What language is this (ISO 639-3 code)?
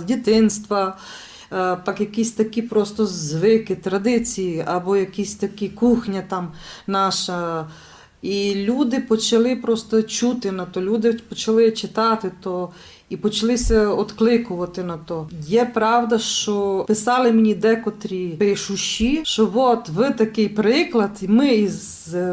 rue